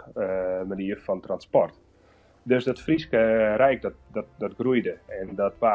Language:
Western Frisian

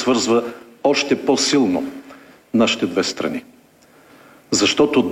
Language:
Bulgarian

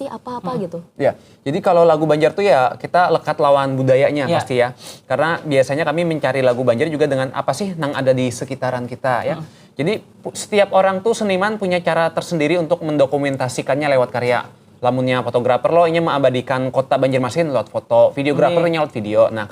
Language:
Banjar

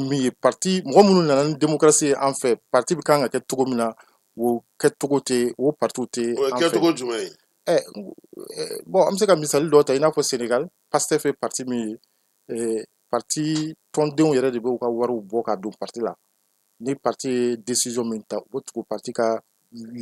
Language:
Bambara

